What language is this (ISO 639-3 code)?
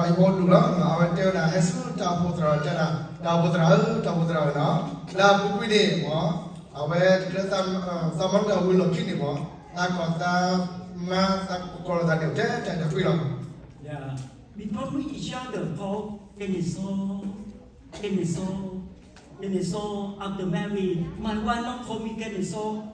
ksw